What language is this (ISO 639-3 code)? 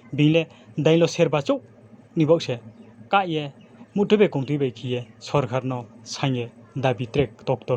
ria